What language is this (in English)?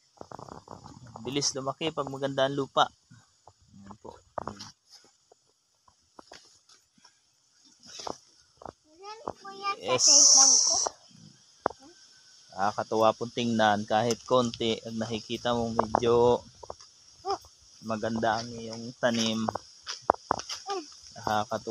Filipino